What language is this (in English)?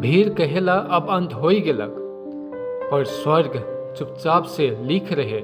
Sadri